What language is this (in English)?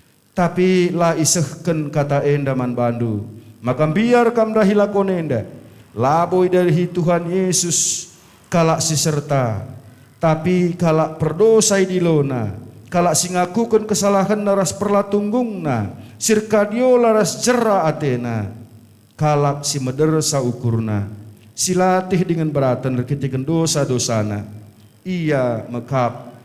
Batak Karo